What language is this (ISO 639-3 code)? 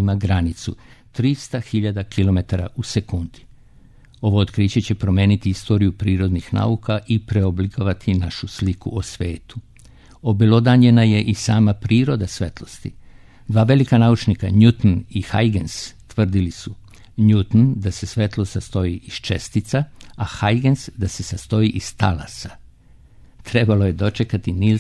srp